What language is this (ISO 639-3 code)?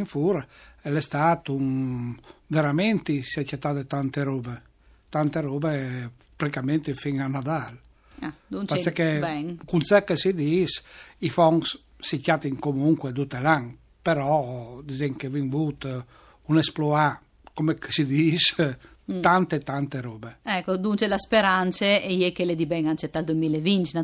fur